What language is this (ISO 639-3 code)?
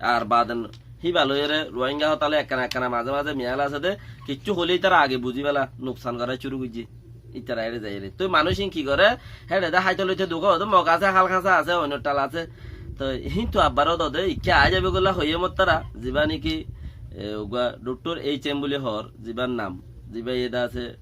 rhg